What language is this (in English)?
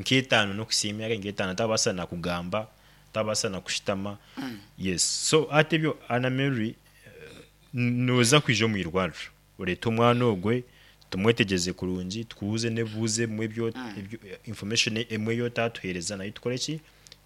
Nyankole